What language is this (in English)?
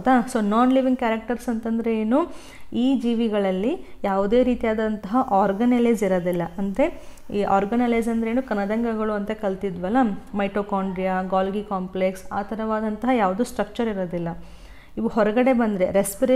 Kannada